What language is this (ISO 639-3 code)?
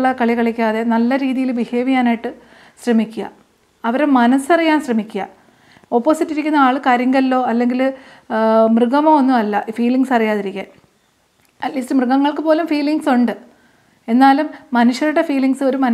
mal